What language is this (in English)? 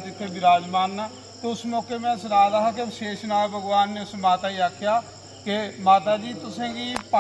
Dogri